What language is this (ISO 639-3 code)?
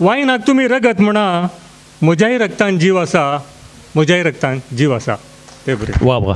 kok